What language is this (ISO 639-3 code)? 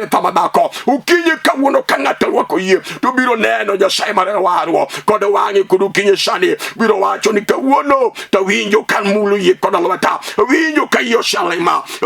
luo